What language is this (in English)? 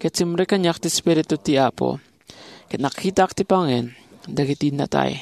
Iloko